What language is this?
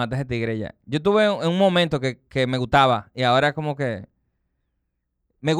Spanish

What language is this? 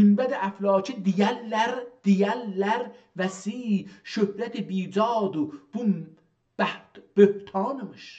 South Azerbaijani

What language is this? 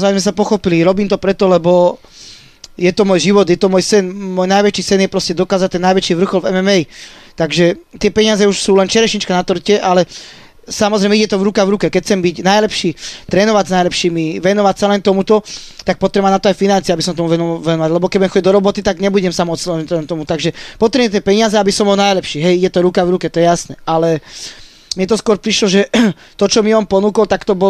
Slovak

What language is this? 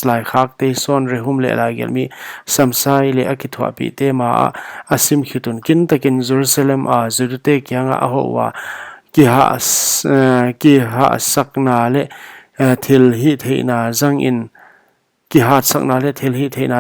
Paite Chin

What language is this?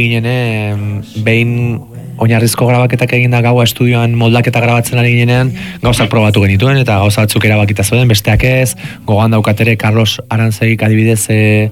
Basque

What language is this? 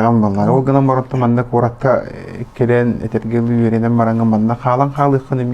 Yakut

